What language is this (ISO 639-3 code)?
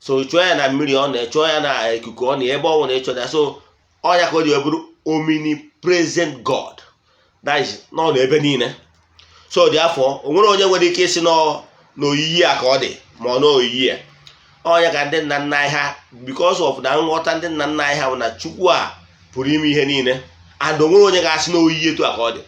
ibo